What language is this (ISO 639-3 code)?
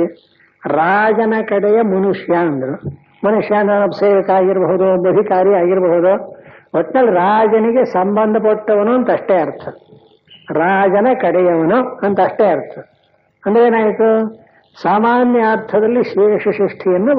kan